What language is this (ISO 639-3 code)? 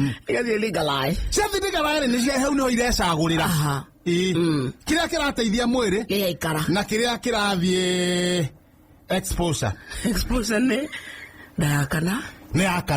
kik